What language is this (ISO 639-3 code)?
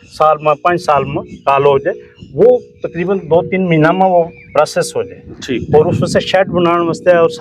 gju